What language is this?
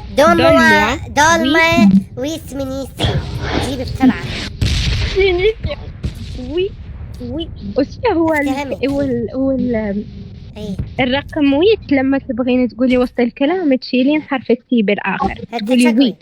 Mesopotamian Arabic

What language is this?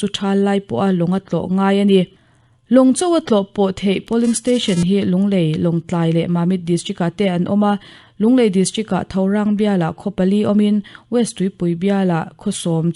Mizo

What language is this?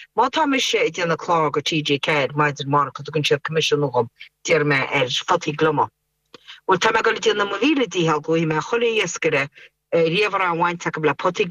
Irish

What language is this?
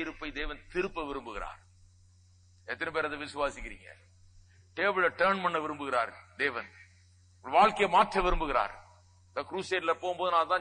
Tamil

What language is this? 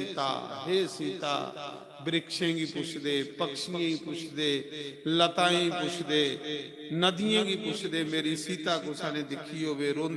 Dogri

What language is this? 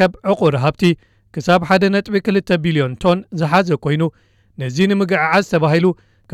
Tigrinya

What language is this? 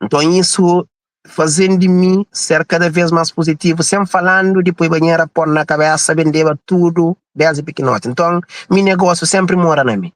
Kabuverdianu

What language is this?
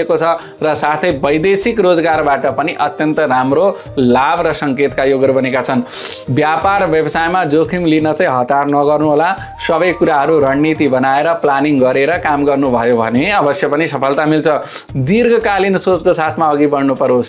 Nepali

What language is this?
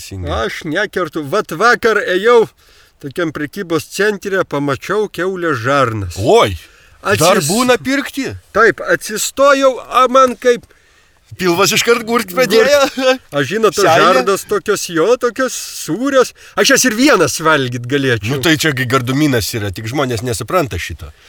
Lithuanian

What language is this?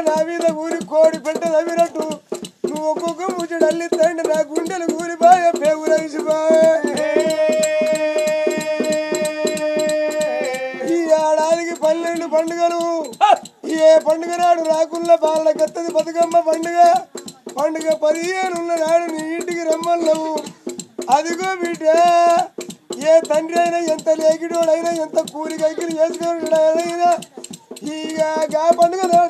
Telugu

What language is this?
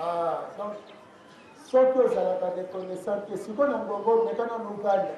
Lingala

